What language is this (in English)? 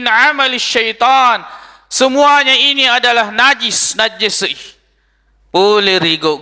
Buginese